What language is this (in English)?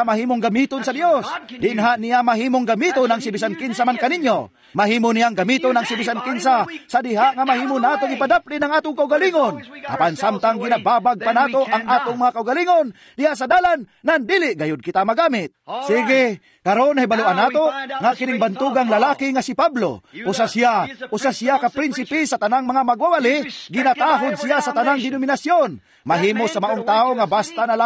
Cebuano